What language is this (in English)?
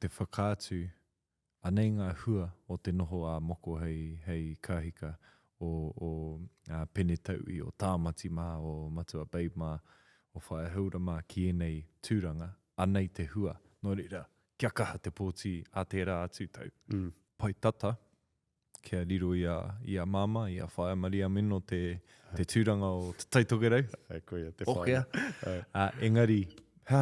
Māori